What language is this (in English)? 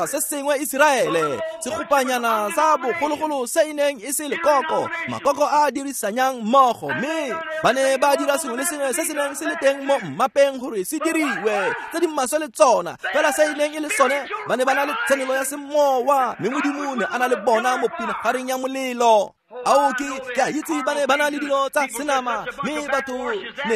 Tswana